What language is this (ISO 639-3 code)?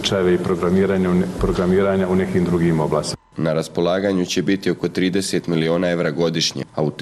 hrv